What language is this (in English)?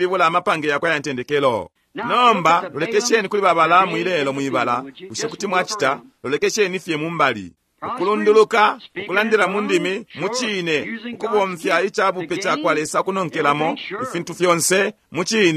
Bemba